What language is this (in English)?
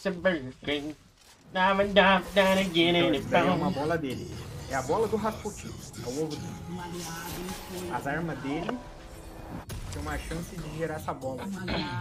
Portuguese